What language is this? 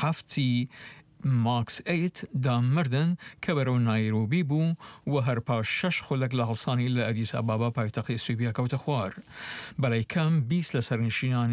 Central Kurdish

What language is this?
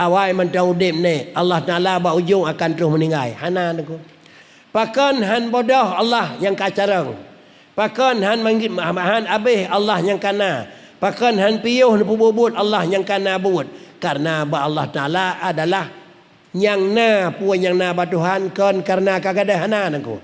Achinese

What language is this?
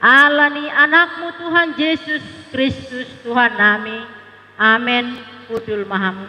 Batak Toba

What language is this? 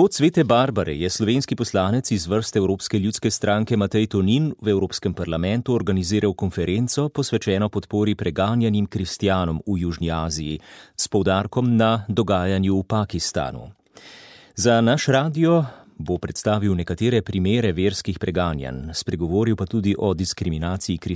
Slovenian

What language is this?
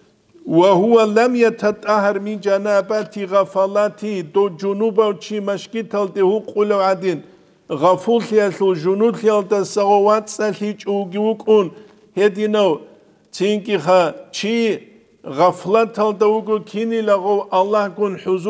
Avaric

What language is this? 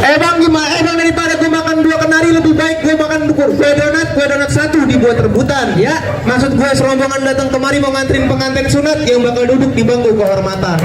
Betawi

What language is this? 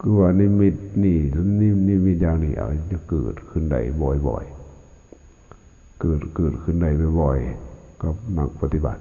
Lao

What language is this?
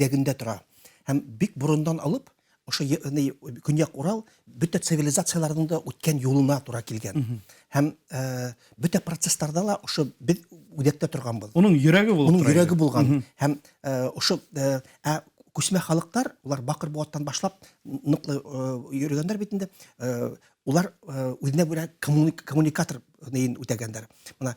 Bashkir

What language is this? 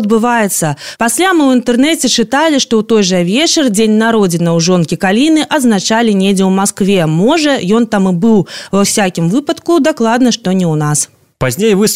Belarusian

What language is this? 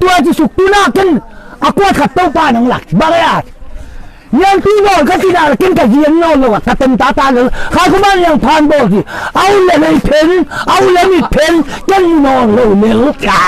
Tedim Chin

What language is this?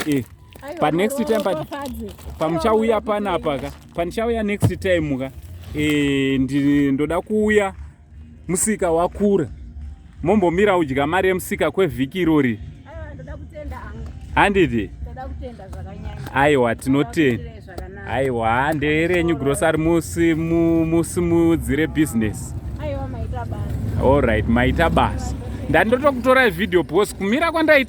Shona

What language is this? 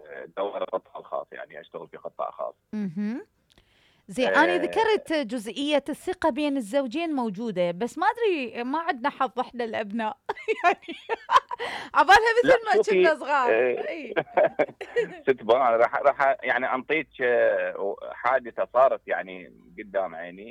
Mesopotamian Arabic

